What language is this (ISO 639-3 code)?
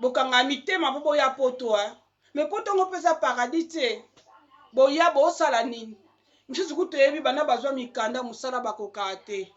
lin